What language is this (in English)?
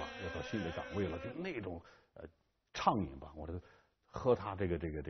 Chinese